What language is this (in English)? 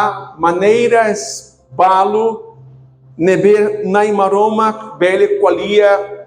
Tetum